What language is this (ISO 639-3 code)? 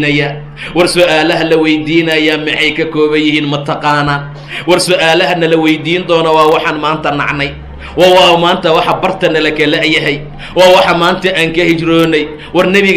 som